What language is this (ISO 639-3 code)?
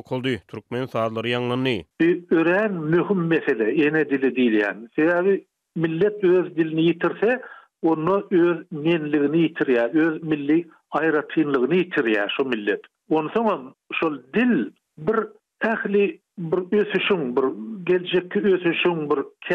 tuk